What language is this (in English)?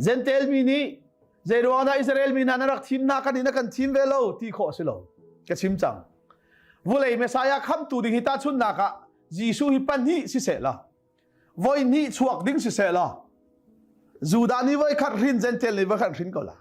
Hakha Chin